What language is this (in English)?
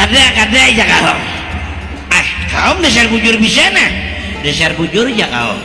Banjar